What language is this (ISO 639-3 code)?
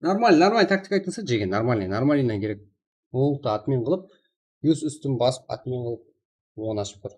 kaa